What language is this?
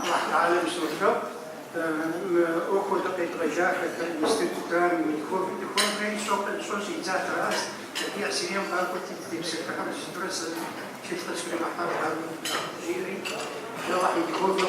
Kabardian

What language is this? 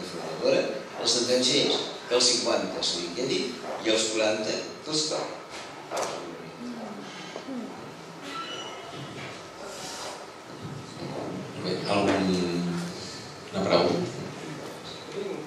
Catalan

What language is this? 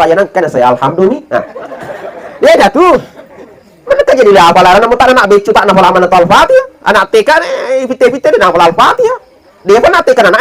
Buginese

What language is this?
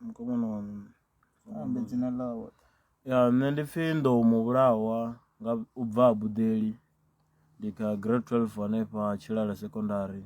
Venda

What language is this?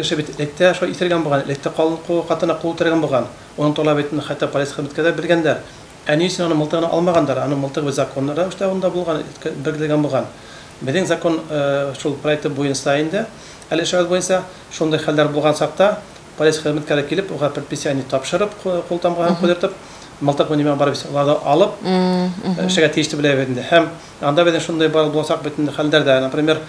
Bashkir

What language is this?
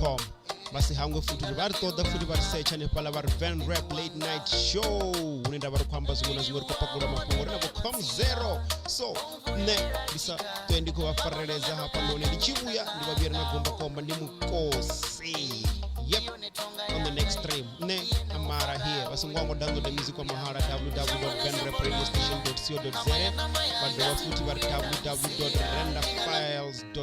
Venda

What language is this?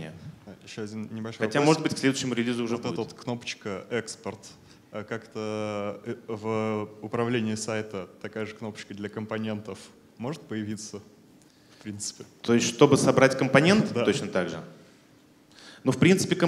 Russian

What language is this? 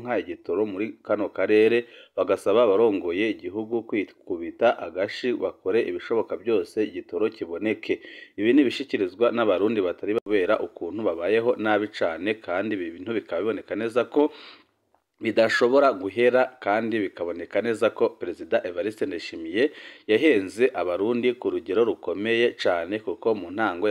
Rundi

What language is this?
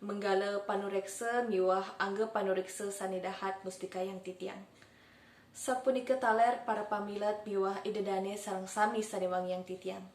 Balinese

